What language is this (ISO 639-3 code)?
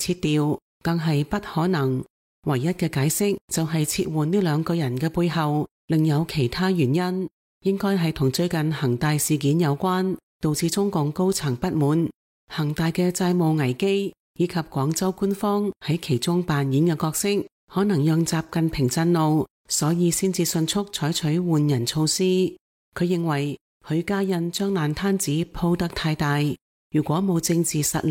yue